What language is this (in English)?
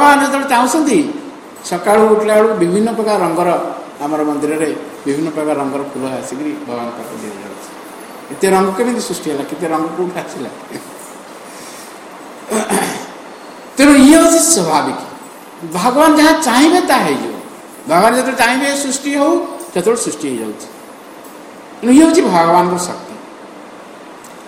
Odia